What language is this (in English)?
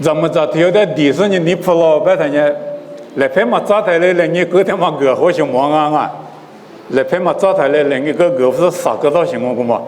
Lisu